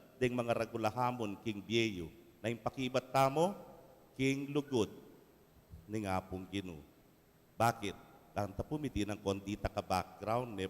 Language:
Pampanga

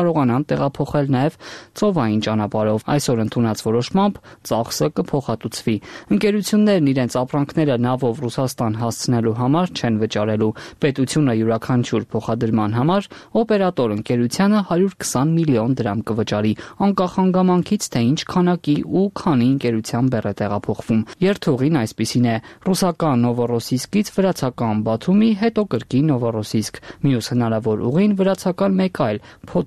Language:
Armenian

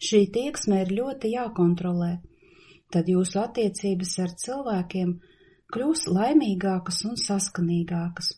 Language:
Latvian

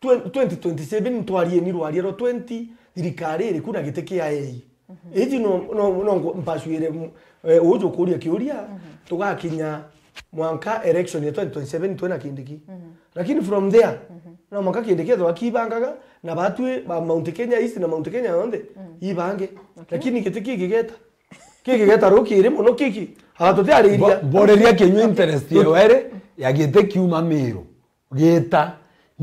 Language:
Meru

